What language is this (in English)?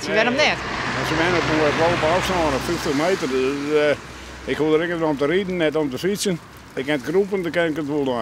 Western Frisian